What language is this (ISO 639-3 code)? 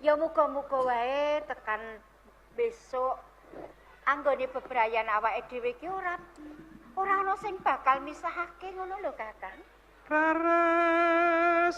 jav